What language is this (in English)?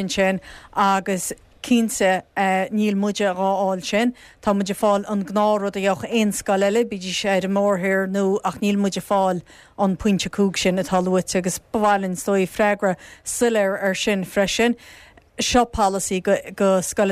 Irish